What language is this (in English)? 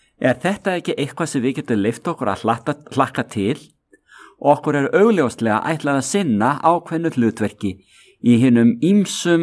Icelandic